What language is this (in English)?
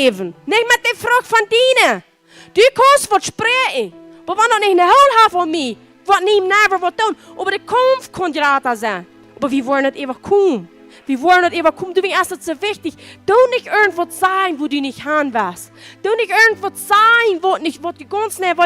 Plautdietsch